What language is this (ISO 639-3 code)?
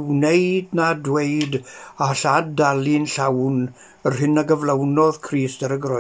cym